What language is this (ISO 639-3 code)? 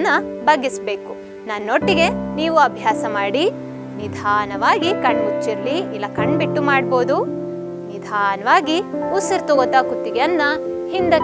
kan